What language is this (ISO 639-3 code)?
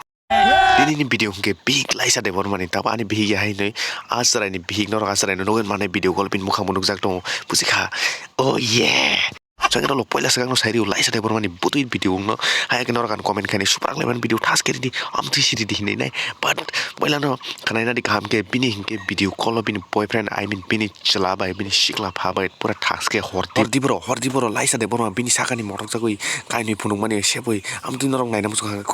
trp